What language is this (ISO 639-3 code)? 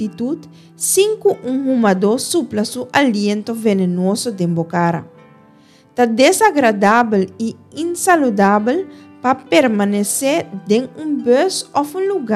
pap